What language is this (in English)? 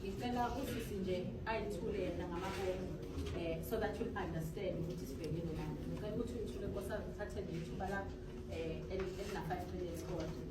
Zulu